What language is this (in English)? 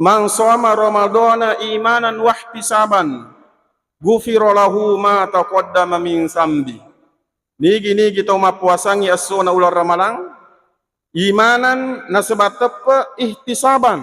Buginese